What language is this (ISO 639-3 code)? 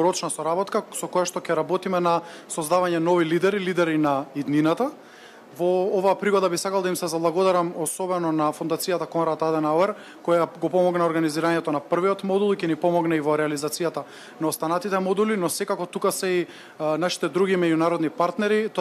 mkd